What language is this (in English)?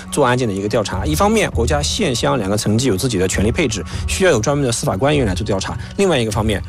Chinese